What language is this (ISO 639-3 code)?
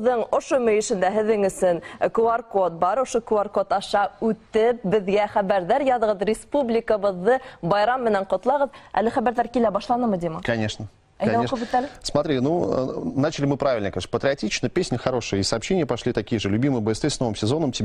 bak